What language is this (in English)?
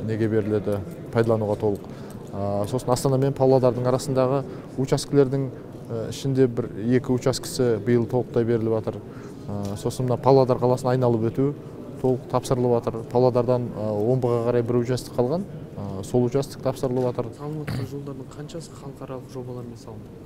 Kazakh